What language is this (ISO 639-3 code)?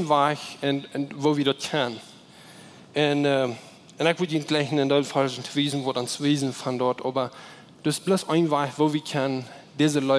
pdt